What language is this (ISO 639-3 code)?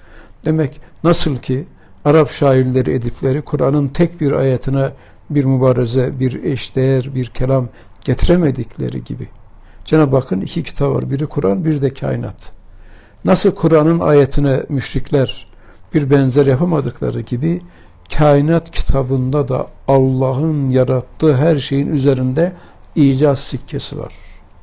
tur